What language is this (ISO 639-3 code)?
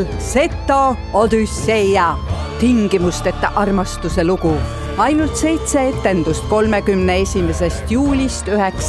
est